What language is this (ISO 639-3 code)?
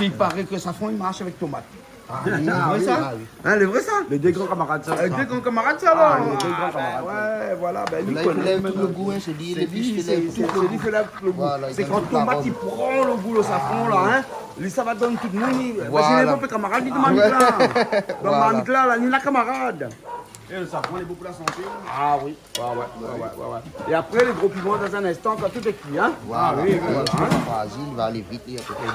rcf